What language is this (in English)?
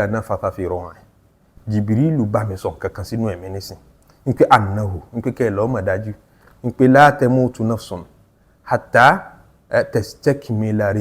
Yoruba